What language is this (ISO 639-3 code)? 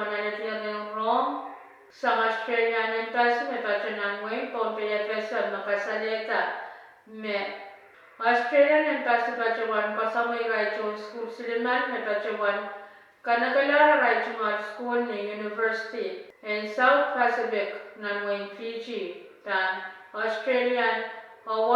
pon